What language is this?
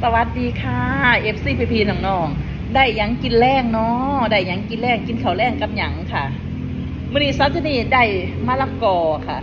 Northeastern Thai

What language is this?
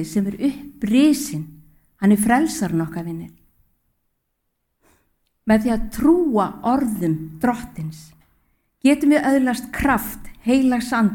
Icelandic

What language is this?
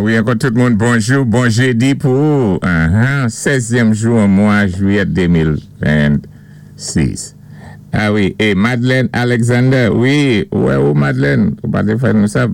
Saint Lucian Creole French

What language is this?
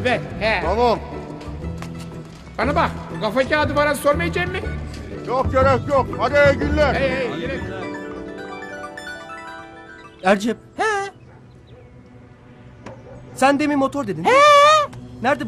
Turkish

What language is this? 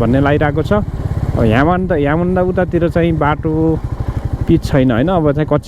Nepali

